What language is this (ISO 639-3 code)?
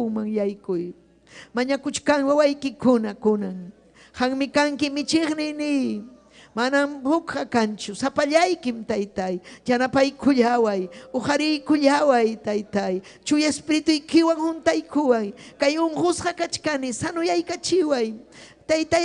quy